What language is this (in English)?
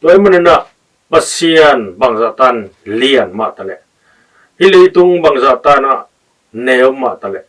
Tedim Chin